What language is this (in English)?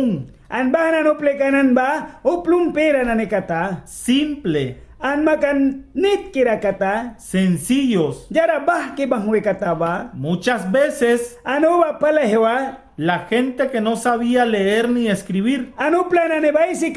Mískito